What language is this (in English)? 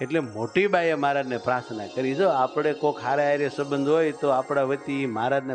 Gujarati